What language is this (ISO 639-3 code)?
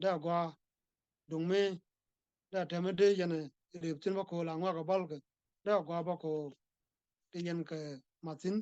nus